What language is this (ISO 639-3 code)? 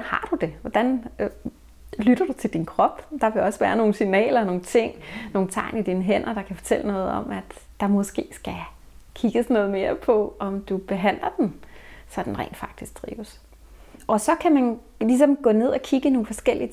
dan